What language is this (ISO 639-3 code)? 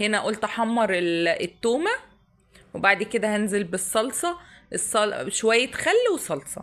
arz